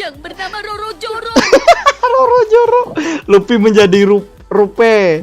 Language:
Banjar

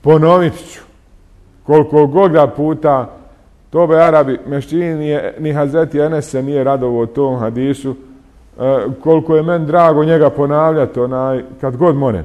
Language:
Bosnian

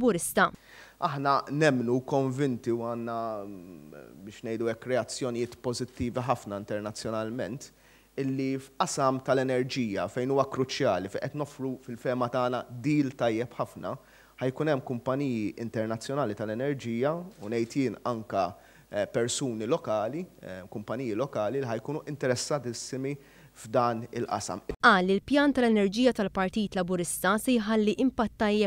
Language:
Maltese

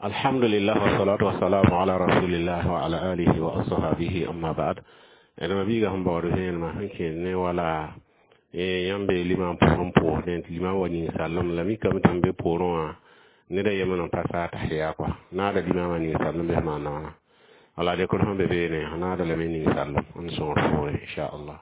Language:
Mossi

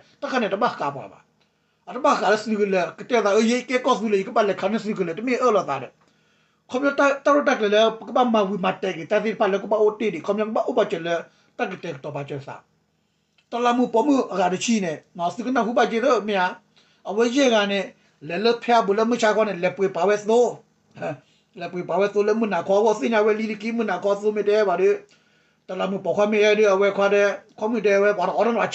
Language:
S'gaw Karen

